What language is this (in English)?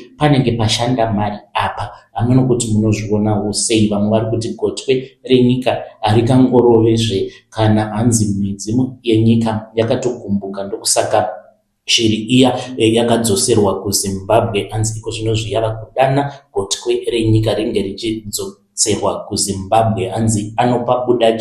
Shona